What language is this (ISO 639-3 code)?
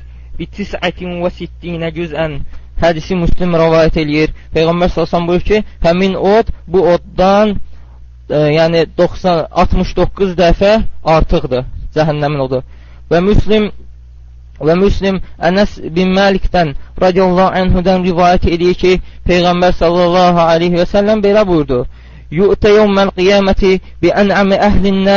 aze